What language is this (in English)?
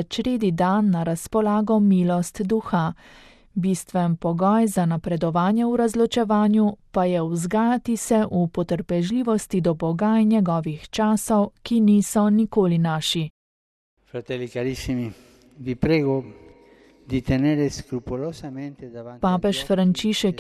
Slovenian